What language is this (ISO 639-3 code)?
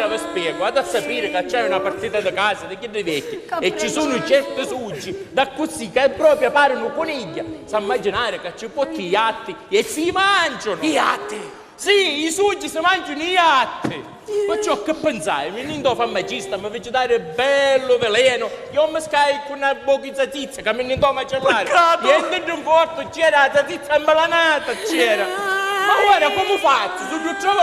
scn